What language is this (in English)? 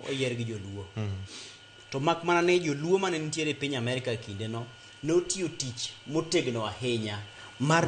Luo (Kenya and Tanzania)